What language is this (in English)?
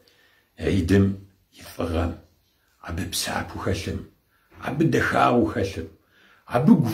Kabardian